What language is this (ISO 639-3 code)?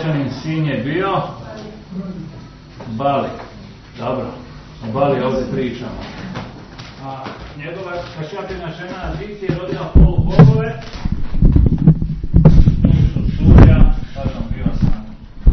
hrv